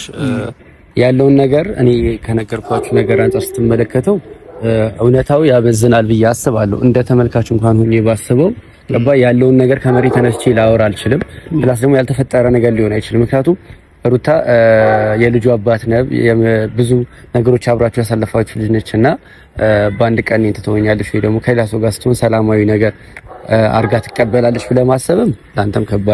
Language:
Amharic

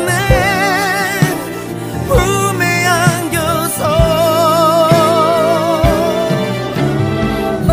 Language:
Korean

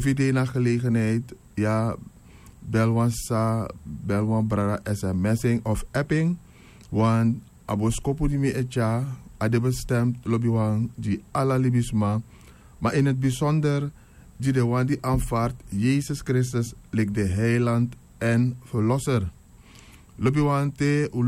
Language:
Sranan Tongo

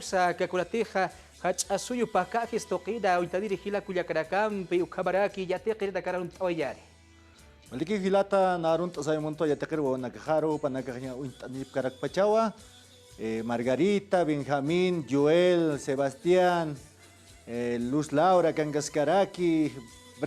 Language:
Aymara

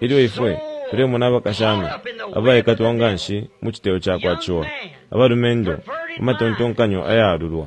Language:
Bemba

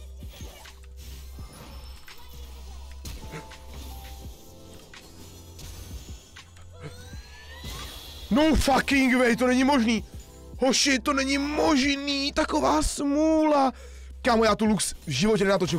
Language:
Czech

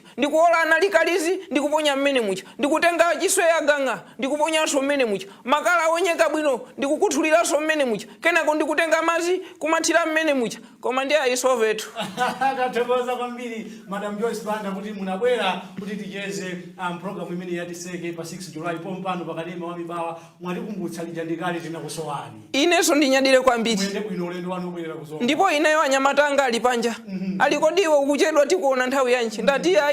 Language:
Nyanja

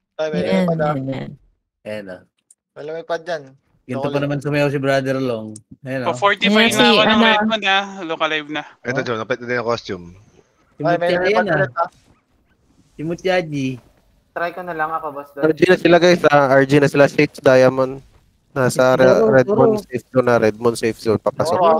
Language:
Filipino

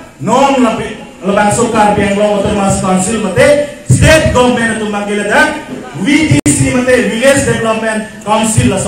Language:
Karbi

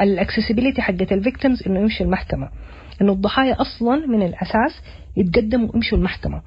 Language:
Sudanese Arabic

